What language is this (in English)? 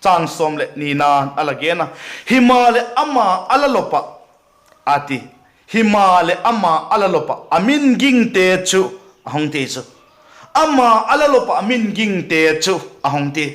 Vaiphei